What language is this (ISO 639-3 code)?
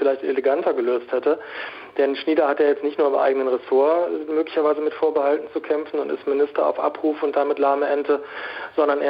deu